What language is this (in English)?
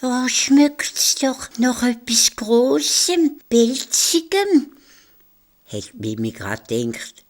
Swiss German